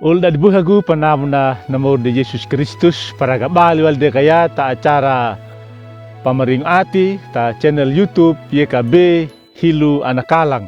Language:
Anakalangu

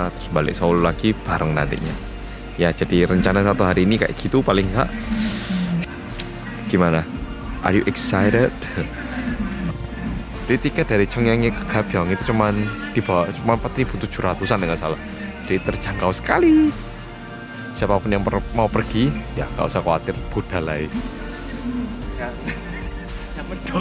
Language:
Indonesian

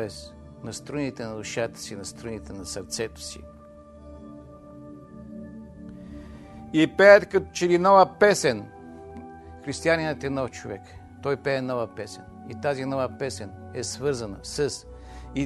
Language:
Bulgarian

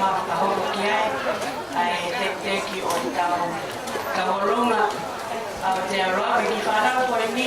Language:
Tongan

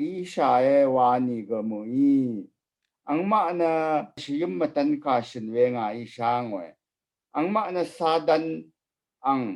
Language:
Rawang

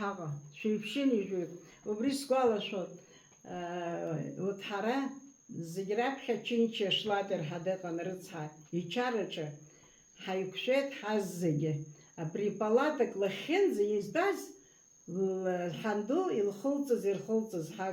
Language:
Abkhazian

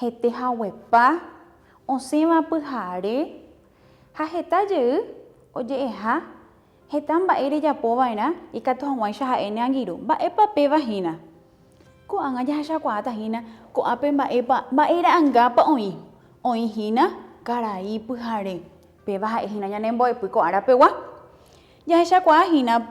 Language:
Guarani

